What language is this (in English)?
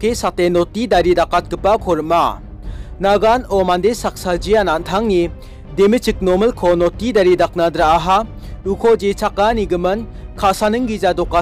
Garo